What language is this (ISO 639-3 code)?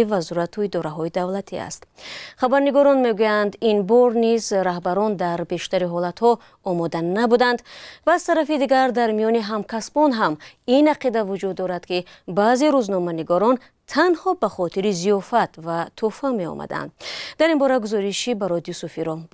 tgk